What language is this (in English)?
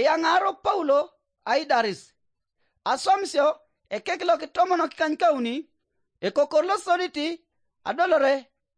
Teso